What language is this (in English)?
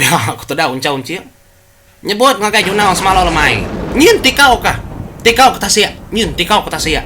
Iban